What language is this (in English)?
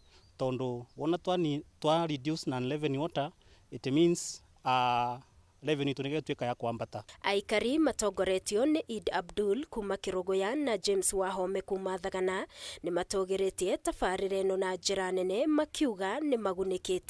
Kikuyu